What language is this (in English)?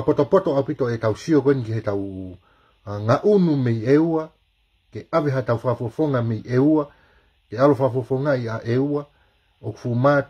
Tongan